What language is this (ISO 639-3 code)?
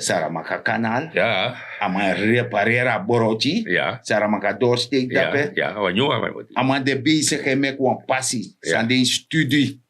srn